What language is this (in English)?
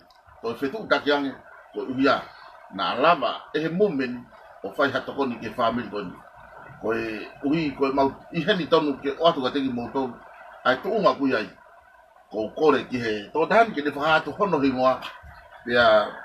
Tongan